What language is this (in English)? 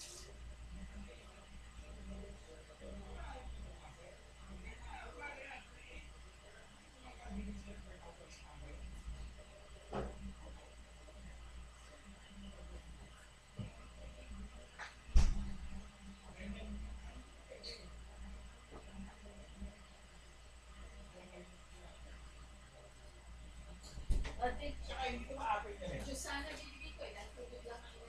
Filipino